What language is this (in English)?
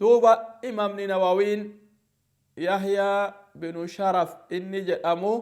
Oromo